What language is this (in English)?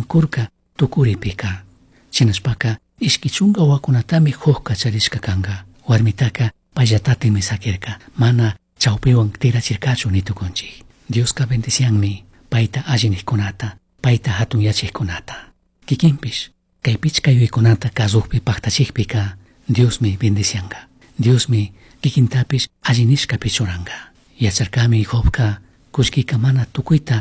Chimborazo Highland Quichua